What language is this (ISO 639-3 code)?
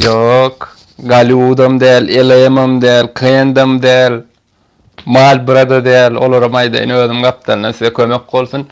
tuk